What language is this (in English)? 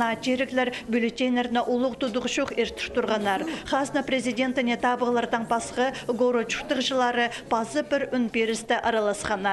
Khakas